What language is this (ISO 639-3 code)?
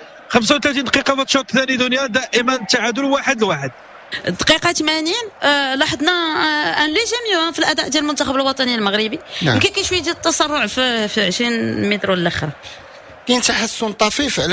ary